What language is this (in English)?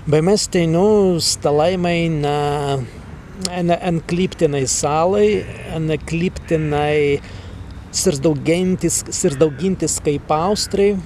Prussian